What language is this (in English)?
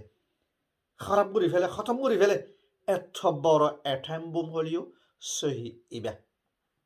Rohingya